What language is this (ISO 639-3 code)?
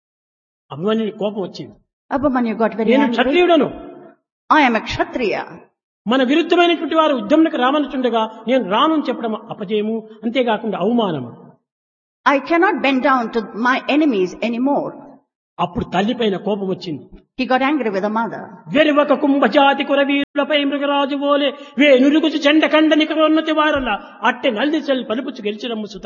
tel